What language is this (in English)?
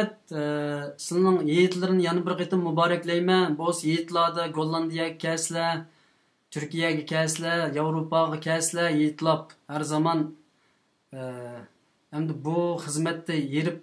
Uyghur